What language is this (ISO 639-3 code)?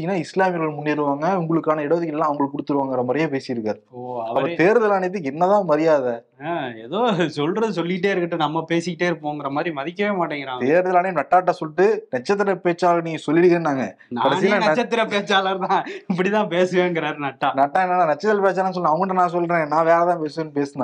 tam